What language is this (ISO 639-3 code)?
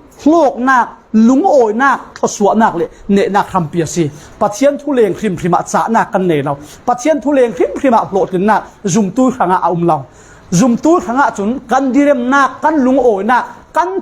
cfm